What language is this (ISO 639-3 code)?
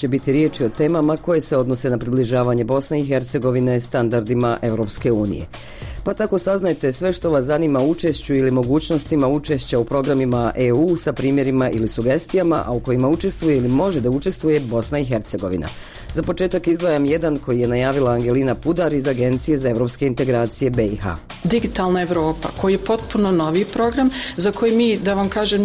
bos